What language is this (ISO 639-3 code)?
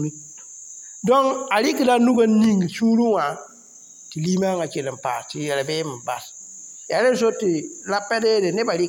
mos